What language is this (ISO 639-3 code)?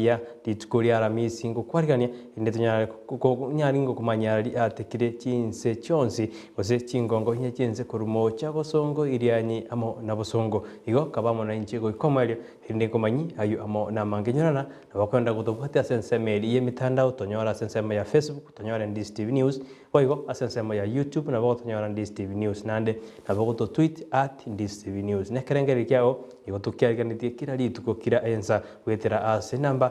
guz